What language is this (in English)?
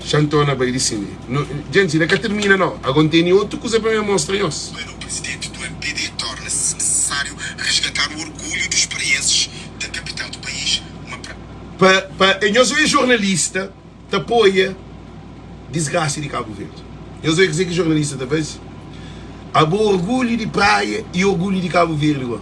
Kabuverdianu